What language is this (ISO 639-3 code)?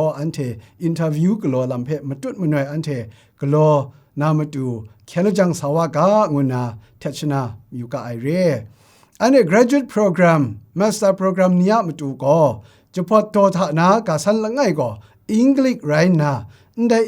kac